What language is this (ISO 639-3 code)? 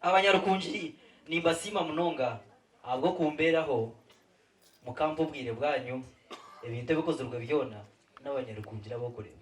nyn